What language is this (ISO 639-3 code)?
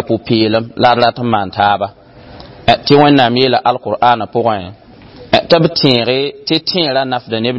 mos